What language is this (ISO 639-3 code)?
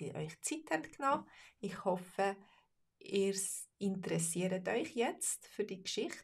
gsw